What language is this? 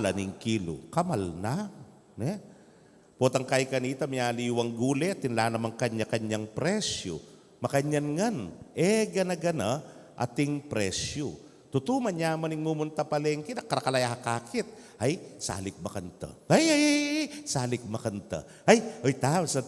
Pampanga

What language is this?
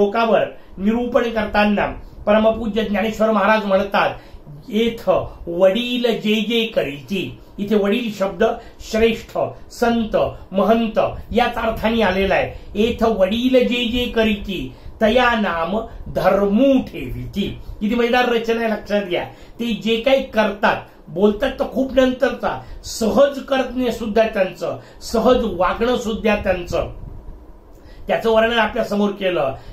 Marathi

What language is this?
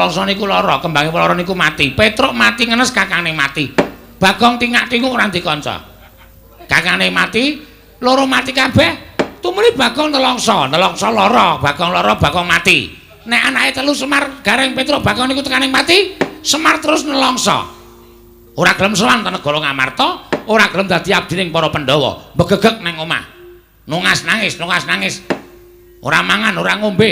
Javanese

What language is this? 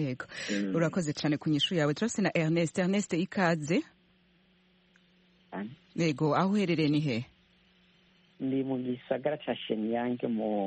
Kinyarwanda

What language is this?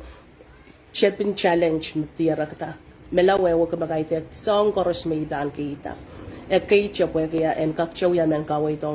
Pohnpeian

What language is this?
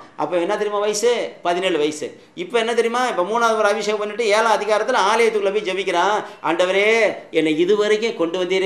Tamil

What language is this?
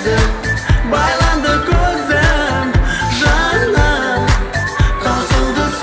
Kara-Kalpak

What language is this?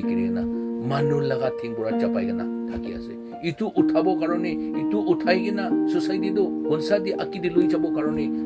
Naga Pidgin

